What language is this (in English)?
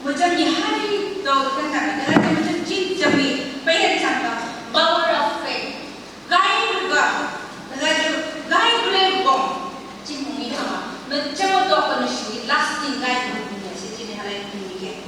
Phom Naga